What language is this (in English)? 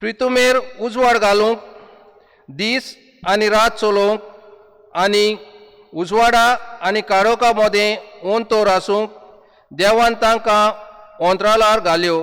Konkani